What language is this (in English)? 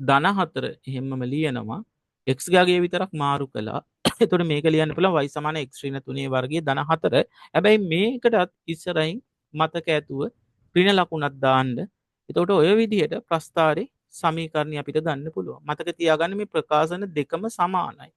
Sinhala